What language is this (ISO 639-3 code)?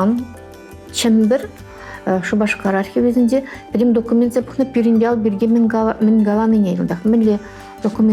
chv